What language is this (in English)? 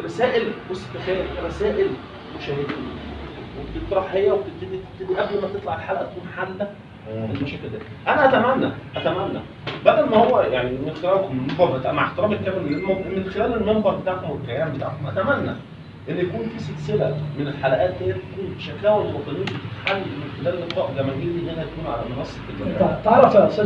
Egyptian Arabic